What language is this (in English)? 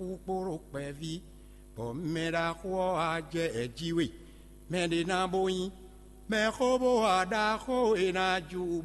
Fon